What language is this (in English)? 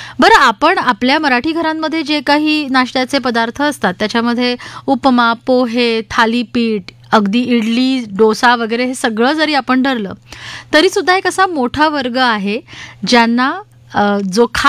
Marathi